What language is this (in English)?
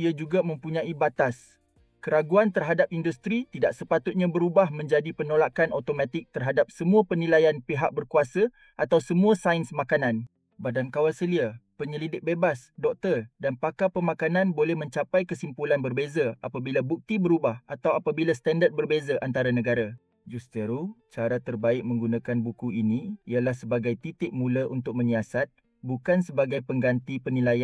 Malay